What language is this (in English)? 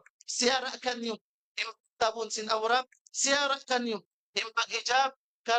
Tausug